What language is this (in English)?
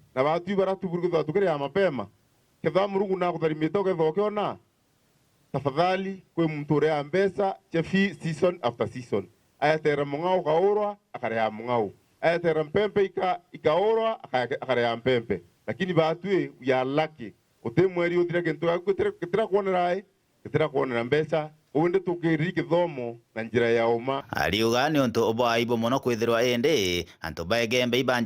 Meru